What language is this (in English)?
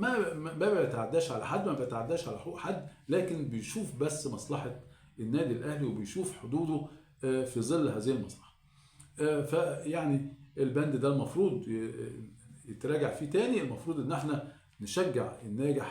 Egyptian Arabic